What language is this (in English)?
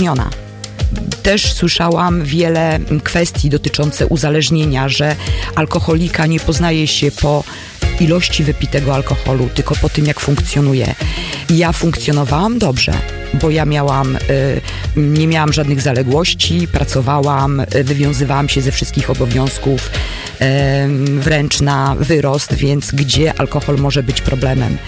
Polish